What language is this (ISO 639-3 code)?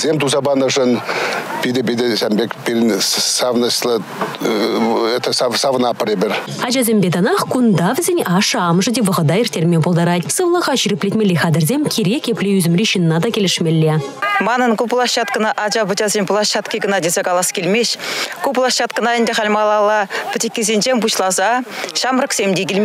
chv